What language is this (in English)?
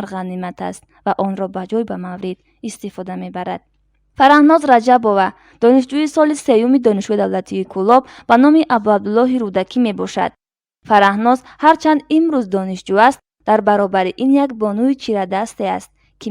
Tajik